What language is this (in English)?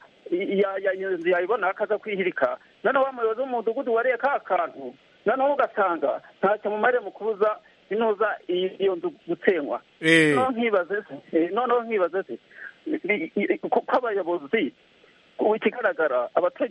Kinyarwanda